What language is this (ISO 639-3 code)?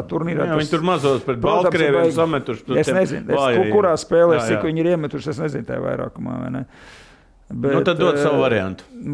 lav